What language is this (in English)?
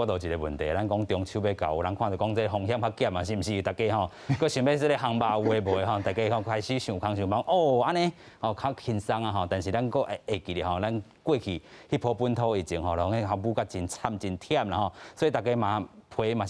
Min Nan Chinese